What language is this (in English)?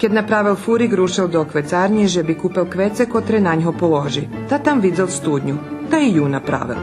Rusyn